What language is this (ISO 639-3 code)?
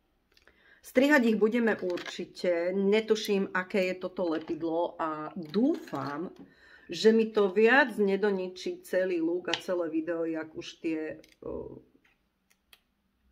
slk